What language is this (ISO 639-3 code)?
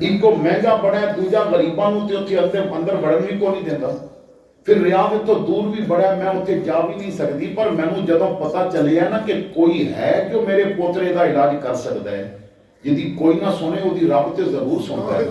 lah